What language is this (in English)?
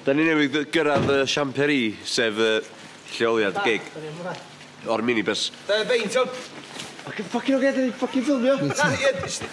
Welsh